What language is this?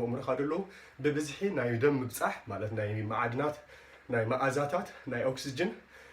Tigrinya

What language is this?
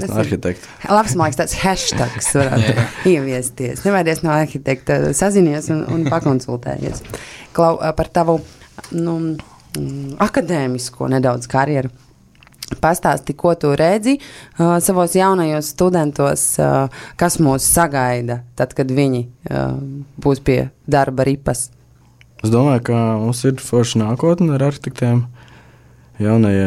Latvian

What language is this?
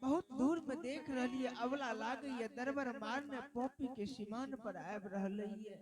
Angika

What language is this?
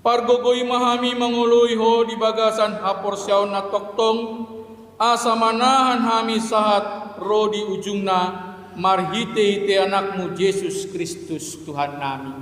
Batak Toba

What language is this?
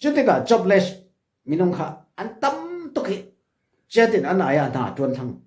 Falam Chin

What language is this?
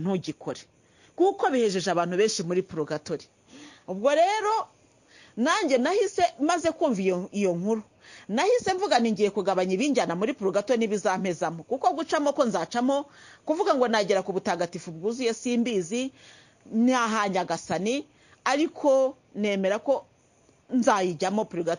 Kinyarwanda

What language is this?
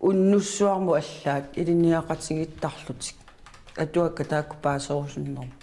Kalaallisut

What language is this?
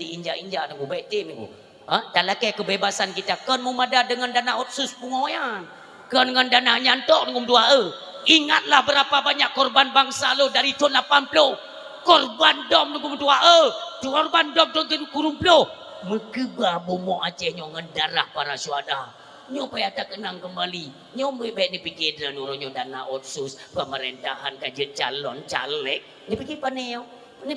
Achinese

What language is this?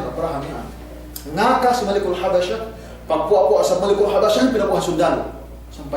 Yakan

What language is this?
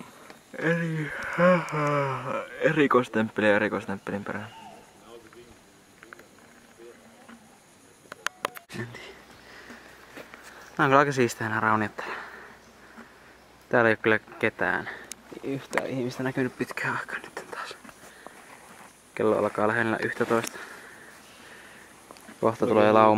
Finnish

